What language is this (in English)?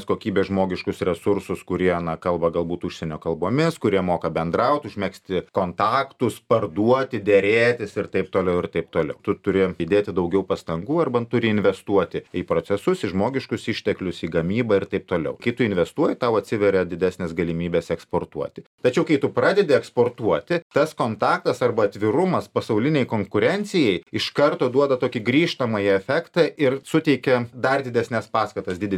Lithuanian